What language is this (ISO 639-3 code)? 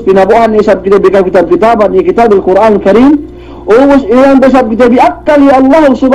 yka